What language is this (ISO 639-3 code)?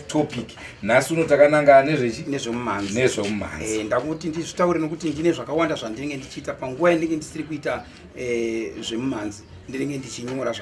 sna